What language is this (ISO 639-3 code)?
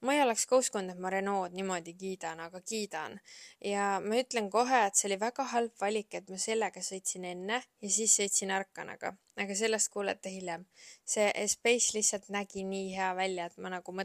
est